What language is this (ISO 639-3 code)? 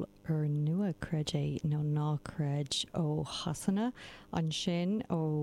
gle